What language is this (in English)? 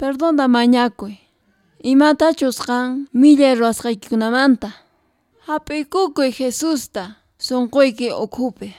Quechua